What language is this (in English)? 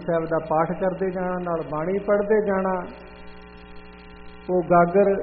Punjabi